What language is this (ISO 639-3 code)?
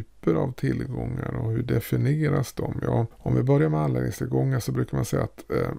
swe